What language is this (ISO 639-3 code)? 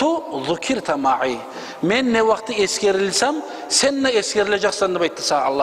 kum